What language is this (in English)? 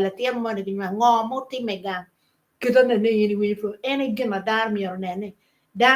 Acoli